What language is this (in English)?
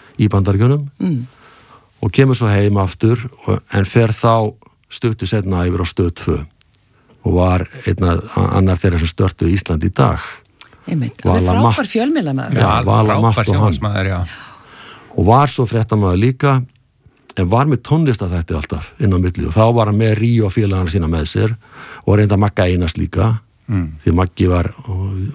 Icelandic